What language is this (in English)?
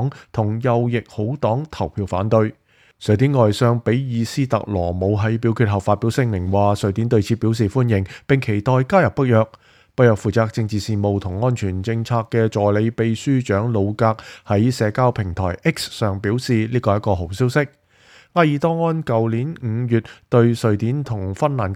Cantonese